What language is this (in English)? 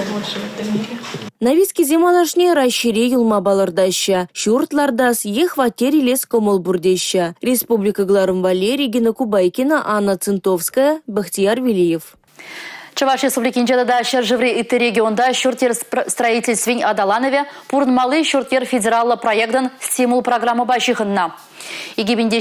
Chuvash